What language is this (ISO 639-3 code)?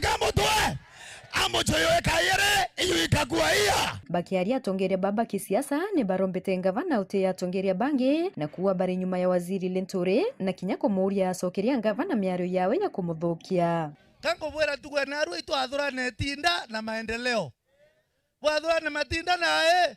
mer